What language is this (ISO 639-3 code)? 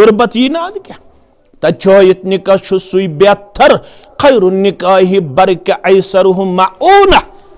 kas